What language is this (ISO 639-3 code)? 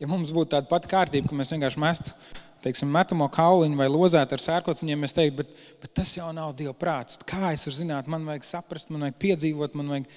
lav